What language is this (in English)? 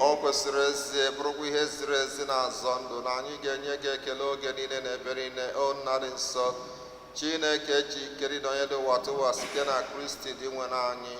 Igbo